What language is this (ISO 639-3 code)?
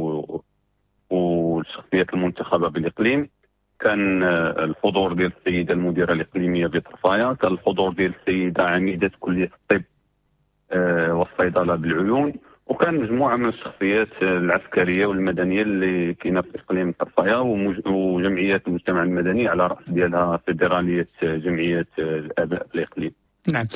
ary